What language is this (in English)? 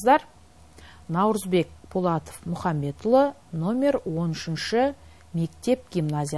Kazakh